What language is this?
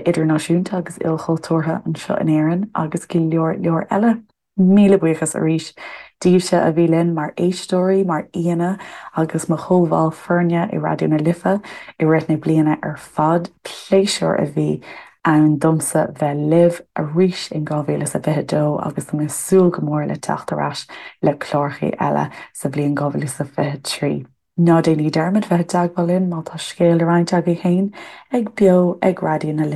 Irish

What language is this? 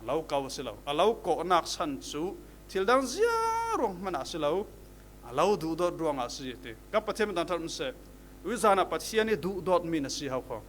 Falam Chin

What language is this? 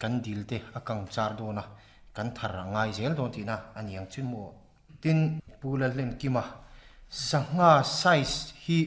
Mizo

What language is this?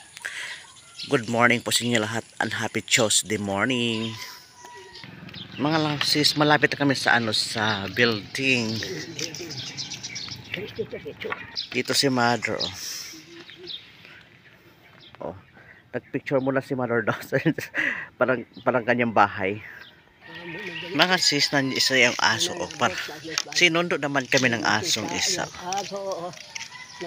Filipino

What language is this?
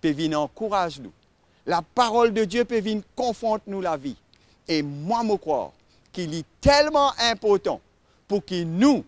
Morisyen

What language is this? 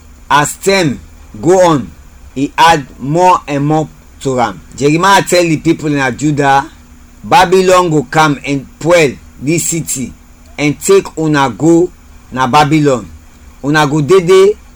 Krio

